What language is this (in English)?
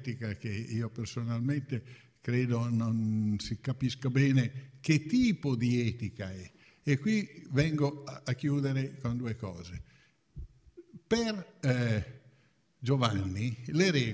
Italian